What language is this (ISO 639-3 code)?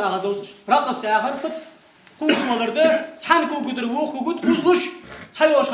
inh